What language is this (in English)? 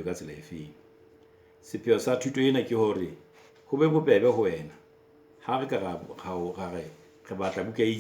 Southern Sotho